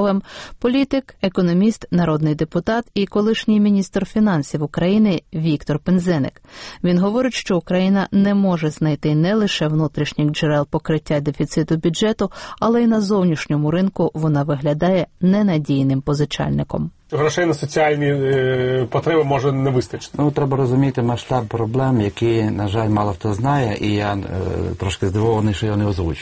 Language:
Ukrainian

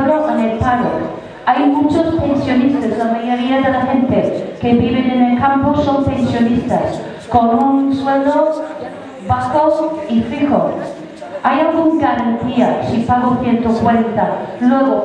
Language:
Spanish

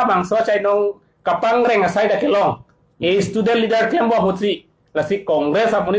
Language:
Karbi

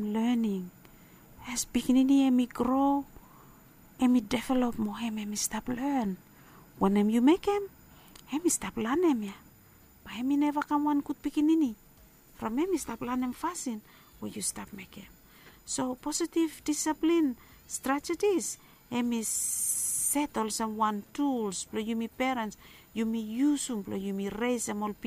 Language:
Bislama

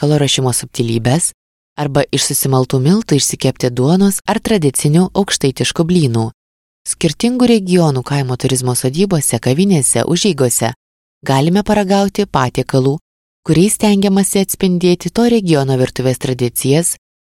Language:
Lithuanian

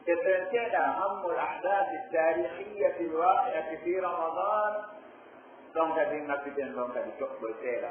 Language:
Pular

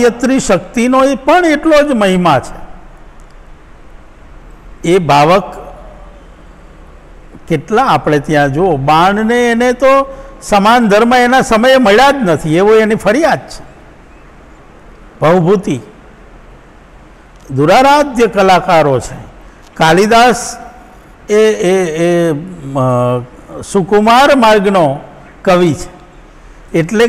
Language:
Gujarati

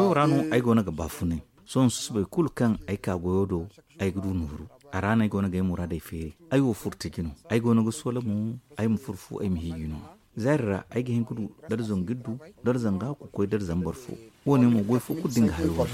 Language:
Zarma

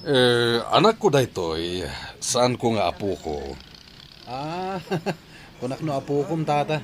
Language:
Iloko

